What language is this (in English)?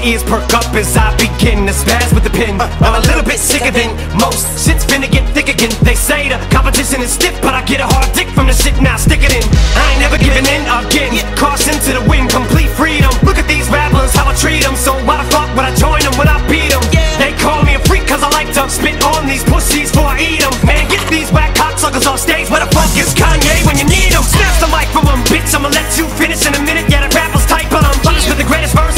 English